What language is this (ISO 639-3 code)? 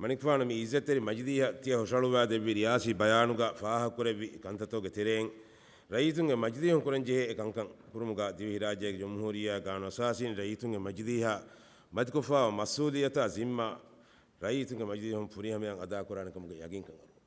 div